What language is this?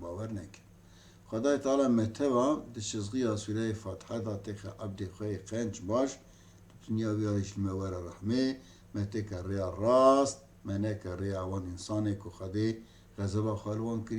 Kurdish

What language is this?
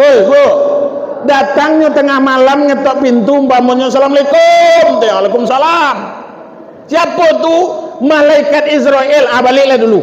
Minangkabau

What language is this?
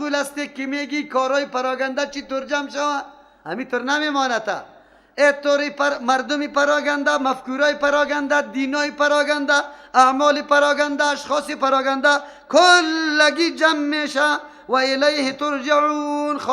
Persian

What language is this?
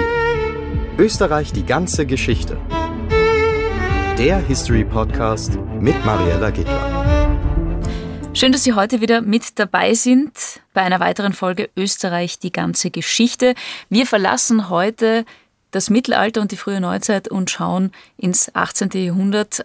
German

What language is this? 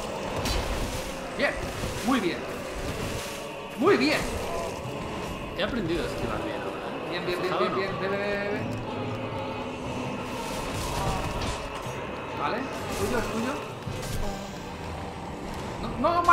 Spanish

